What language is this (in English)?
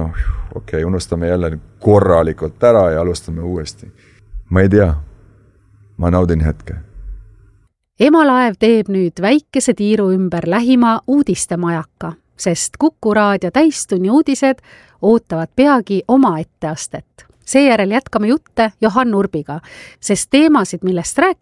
Estonian